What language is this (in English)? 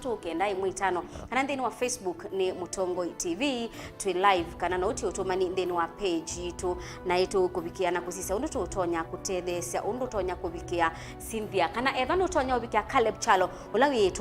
Kamba